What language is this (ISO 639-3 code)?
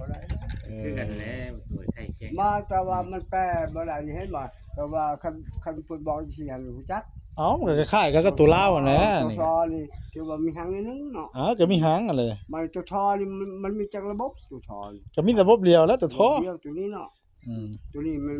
tts